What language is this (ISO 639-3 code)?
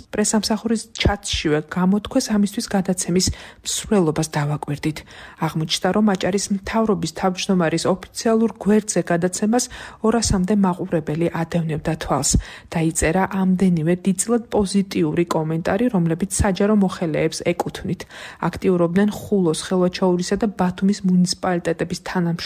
kat